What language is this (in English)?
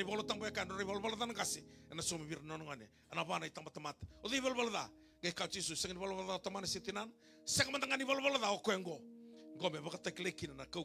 Fijian